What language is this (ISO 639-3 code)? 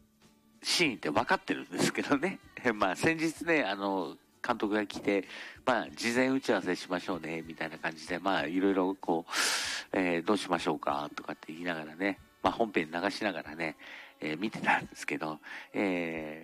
jpn